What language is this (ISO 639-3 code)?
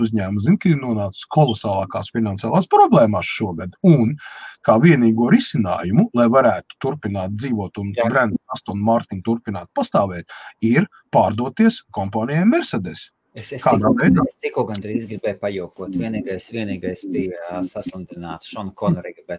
lav